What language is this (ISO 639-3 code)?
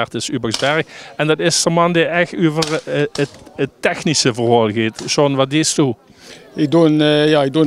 lim